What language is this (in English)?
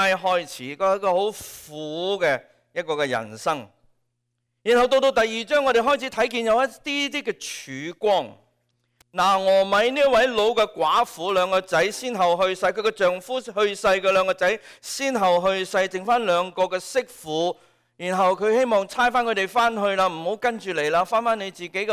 Cantonese